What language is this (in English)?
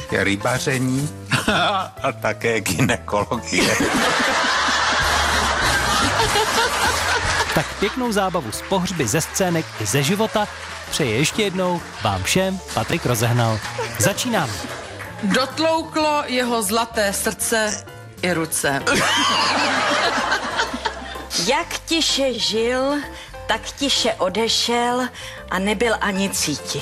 Czech